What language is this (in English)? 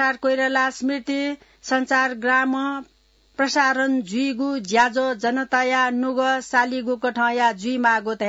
Newari